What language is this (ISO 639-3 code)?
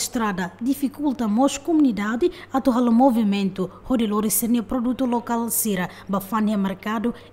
tet